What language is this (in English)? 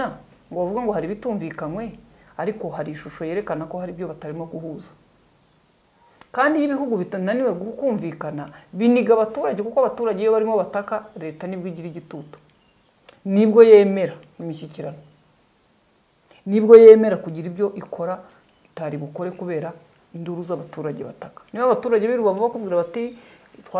Kinyarwanda